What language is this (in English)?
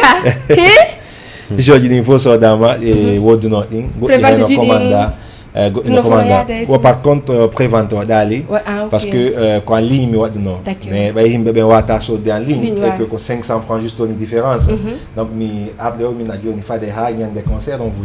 Fula